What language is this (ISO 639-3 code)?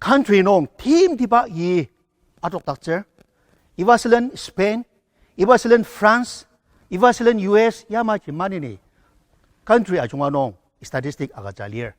njo